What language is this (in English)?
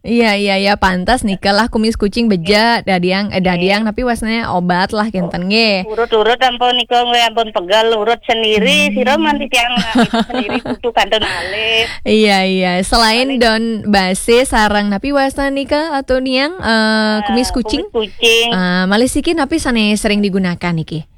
Balinese